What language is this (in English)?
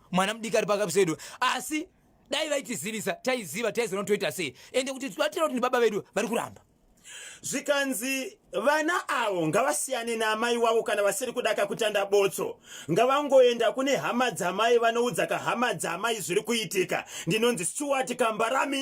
Shona